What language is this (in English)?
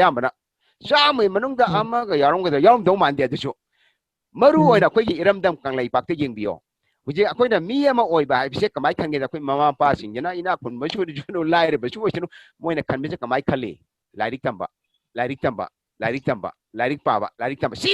Manipuri